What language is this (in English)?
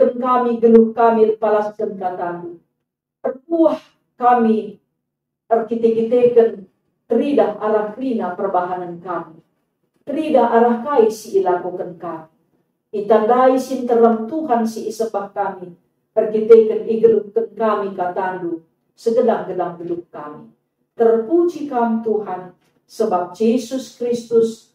Batak Karo